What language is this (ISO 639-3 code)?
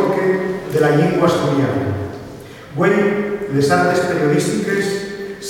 ast